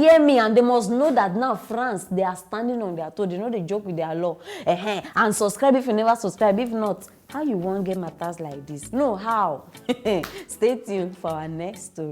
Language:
Nigerian Pidgin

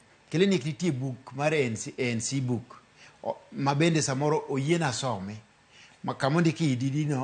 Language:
Luo (Kenya and Tanzania)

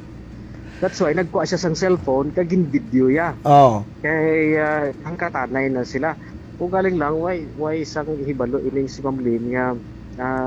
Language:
Hiligaynon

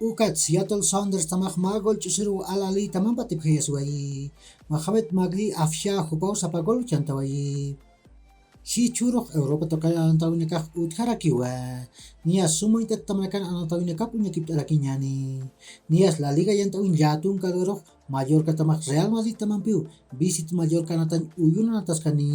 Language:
Aymara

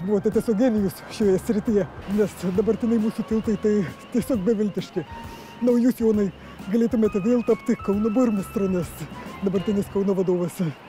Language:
Lithuanian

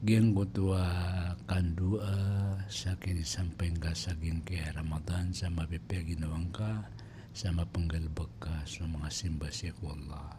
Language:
Maranao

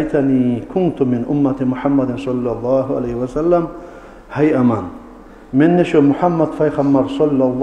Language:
Kumyk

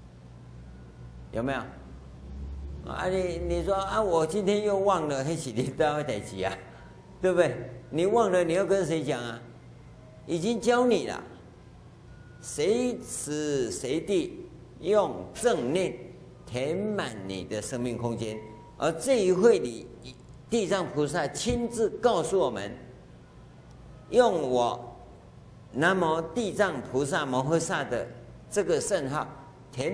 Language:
Chinese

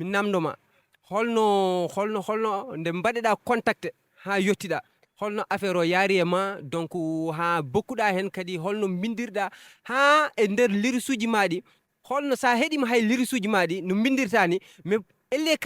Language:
Fula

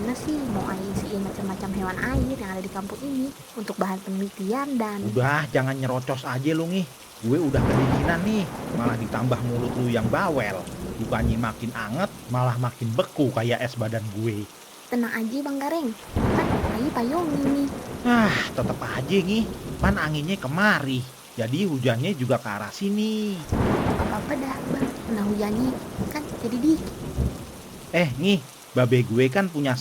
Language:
Betawi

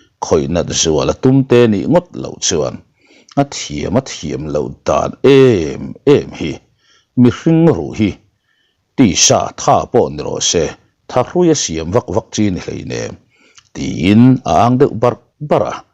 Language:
Mizo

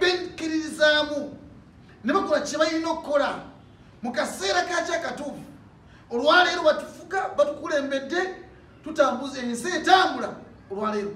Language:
Ganda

